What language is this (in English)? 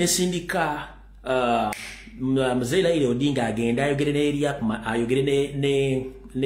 Ganda